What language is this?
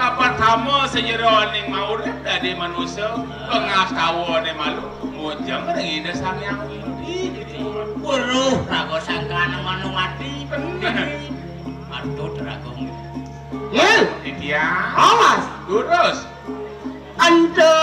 Balinese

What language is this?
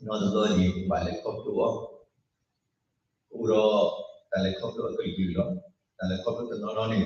S'gaw Karen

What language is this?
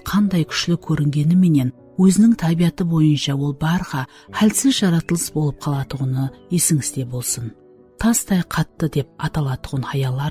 Kara-Kalpak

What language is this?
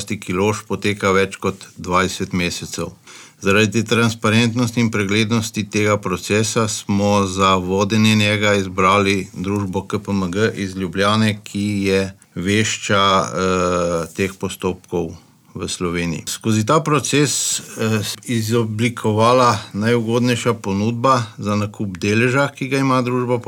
Slovenian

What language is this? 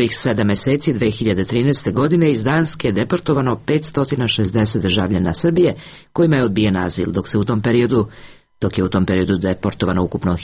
Serbian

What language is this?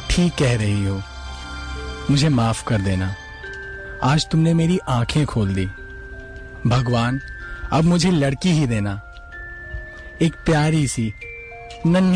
Hindi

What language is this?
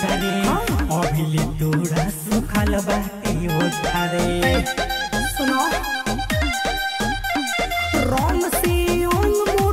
Bhojpuri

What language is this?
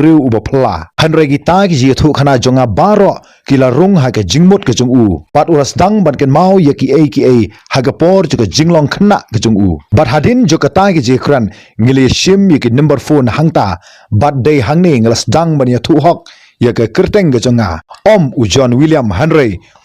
Khasi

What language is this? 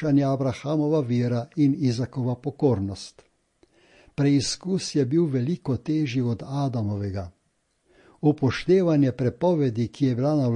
Slovenian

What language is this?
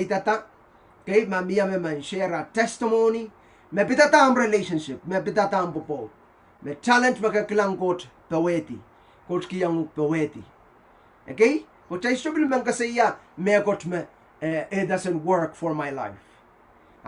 Pohnpeian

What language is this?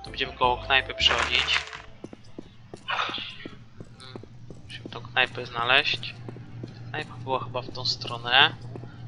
Polish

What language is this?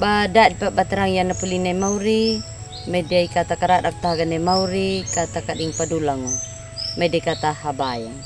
Anakalangu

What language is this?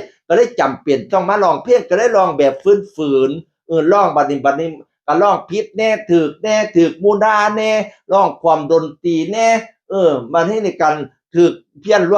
Northeastern Thai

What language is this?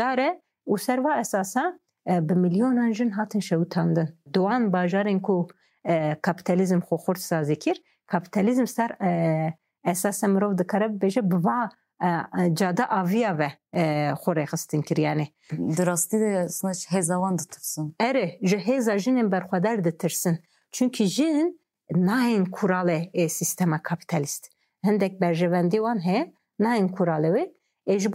Kurdish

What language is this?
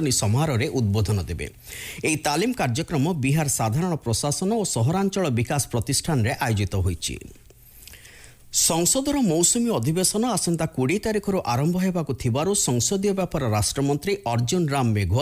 Odia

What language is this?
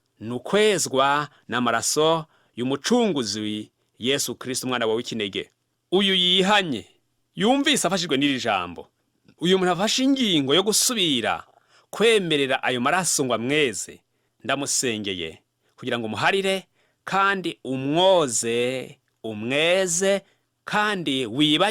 Rundi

